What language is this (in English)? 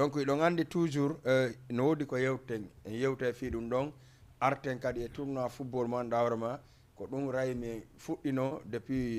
Fula